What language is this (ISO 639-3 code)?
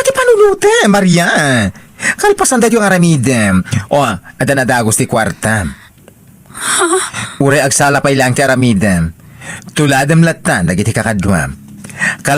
ilo